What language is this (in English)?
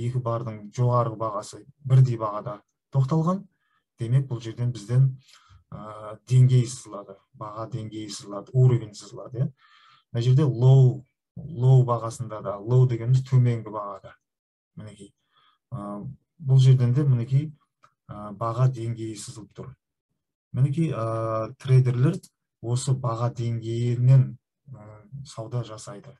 Kazakh